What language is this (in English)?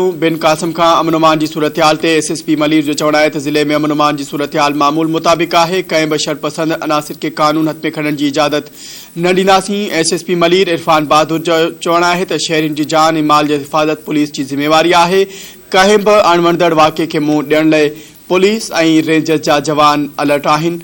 Sindhi